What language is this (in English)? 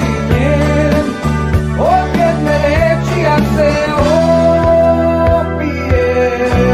Serbian